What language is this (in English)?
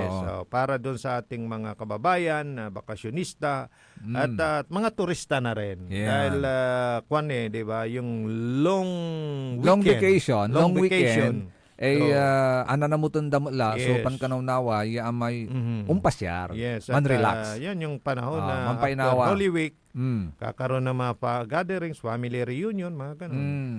Pangasinan